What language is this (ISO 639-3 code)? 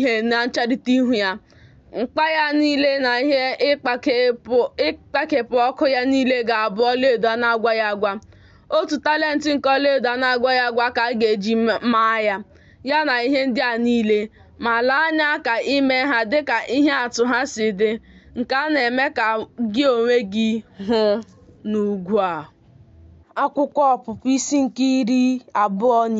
ibo